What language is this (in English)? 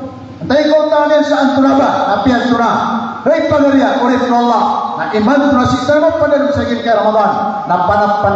Maranao